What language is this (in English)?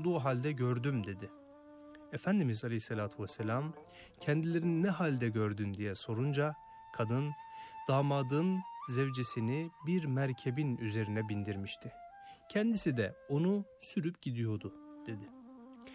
Turkish